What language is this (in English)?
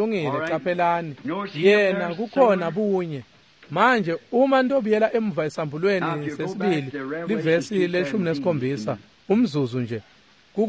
Swati